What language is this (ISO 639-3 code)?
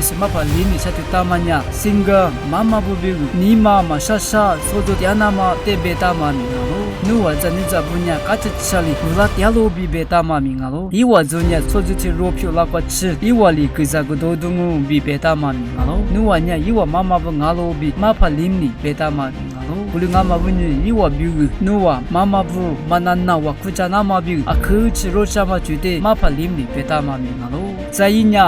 lis